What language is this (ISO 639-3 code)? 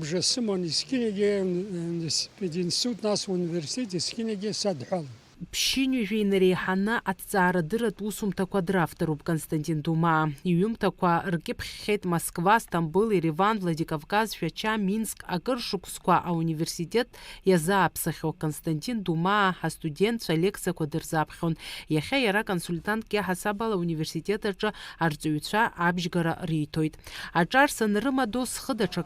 abk